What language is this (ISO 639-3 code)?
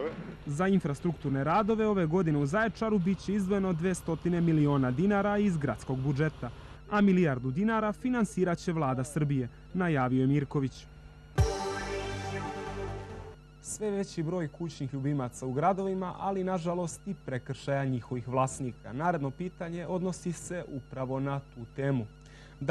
srp